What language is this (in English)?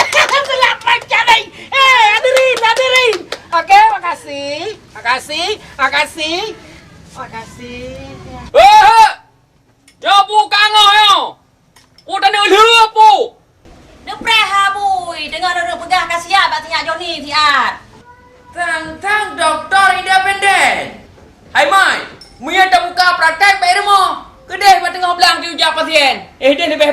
Achinese